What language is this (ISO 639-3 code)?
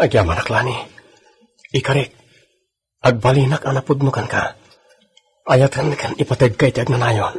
ilo